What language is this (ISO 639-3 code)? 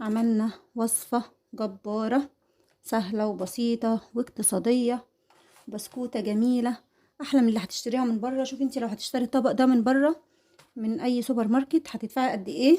arz